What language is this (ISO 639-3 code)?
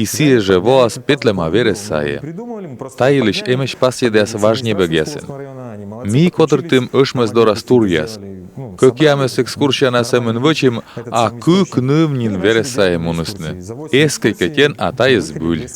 kom